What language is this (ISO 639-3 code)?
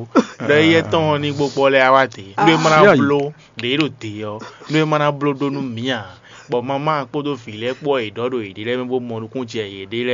fon